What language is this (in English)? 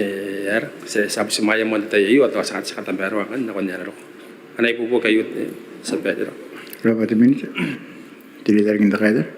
Gilbertese